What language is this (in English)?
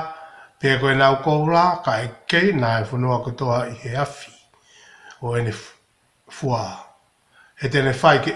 Tongan